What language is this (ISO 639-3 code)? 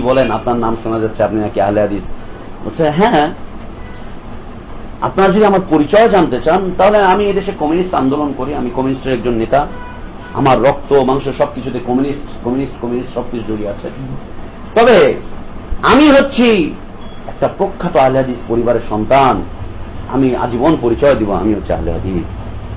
ben